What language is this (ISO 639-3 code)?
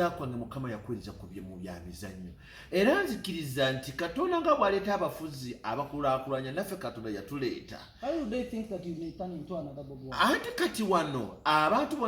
lug